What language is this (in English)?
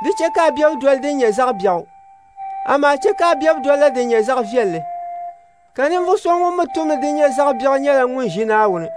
Dagbani